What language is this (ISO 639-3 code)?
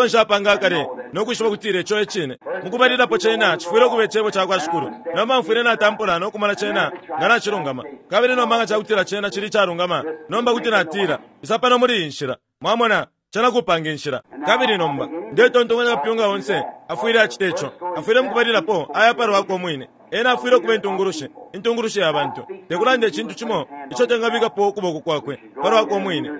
bem